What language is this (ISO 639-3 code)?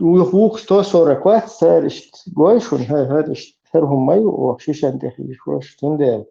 che